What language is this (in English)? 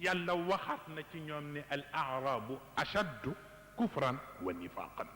Wolof